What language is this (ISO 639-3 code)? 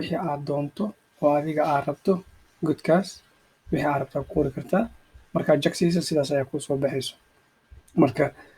som